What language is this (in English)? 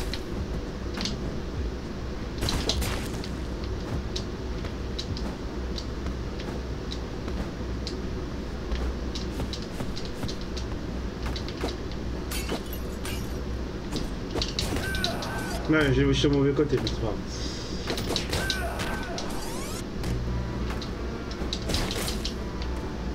French